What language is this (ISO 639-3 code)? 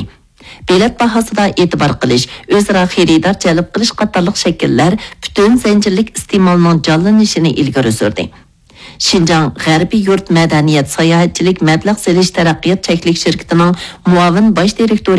uig